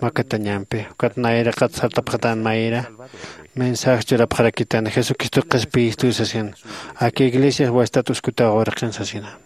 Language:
Aymara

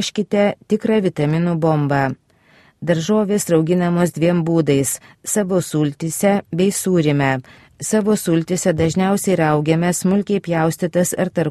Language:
Lithuanian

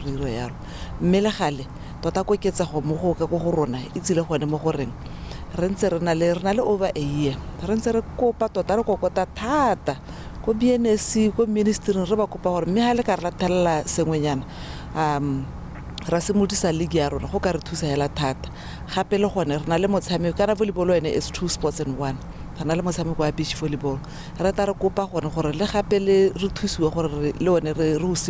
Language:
Tswana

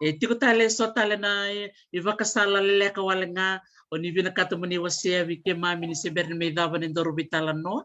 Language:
Fijian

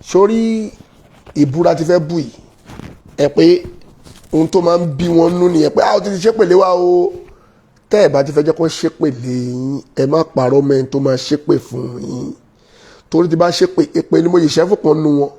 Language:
Yoruba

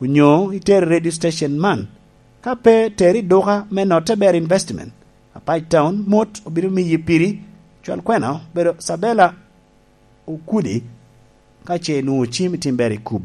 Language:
Lango (Uganda)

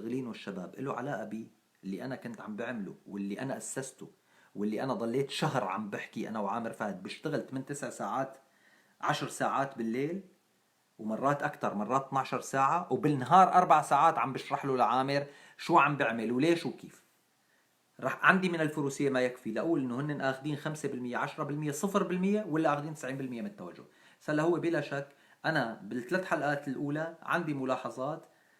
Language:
North Levantine Arabic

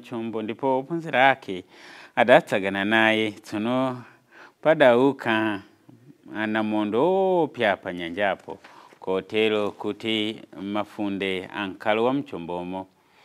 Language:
Nyanja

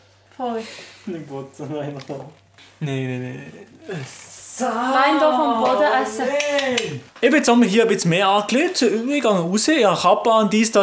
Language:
Swiss German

